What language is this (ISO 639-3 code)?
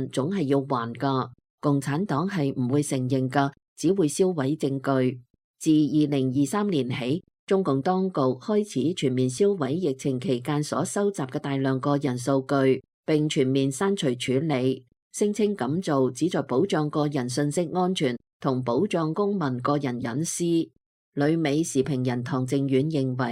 yue